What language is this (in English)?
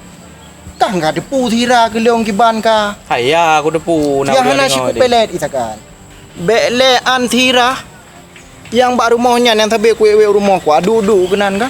Achinese